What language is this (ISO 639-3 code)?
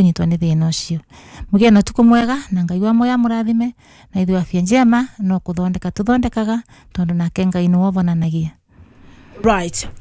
kik